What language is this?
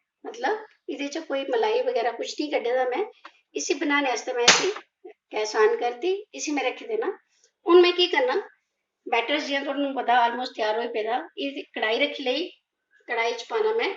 Dogri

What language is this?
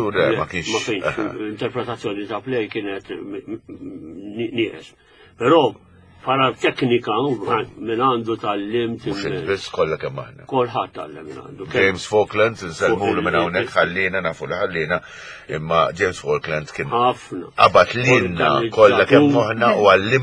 Maltese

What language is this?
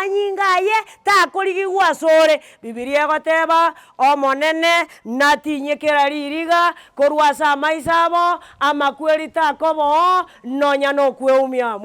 Gusii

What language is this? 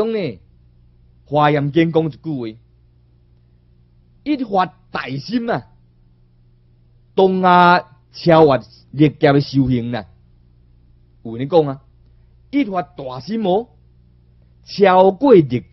Chinese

